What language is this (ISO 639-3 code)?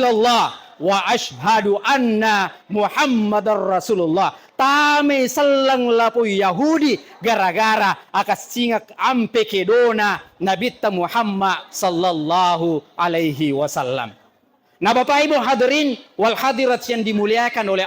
bug